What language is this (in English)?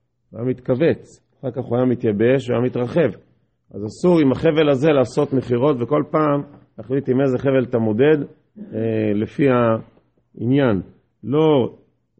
Hebrew